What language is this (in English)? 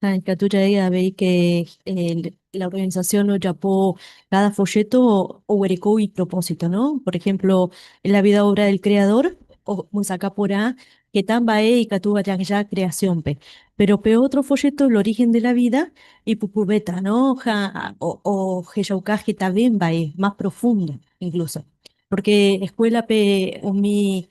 Guarani